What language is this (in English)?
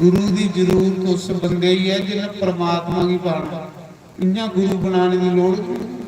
Dogri